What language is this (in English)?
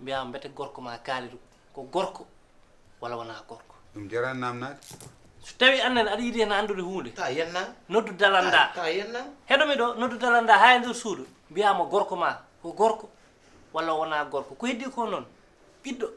Fula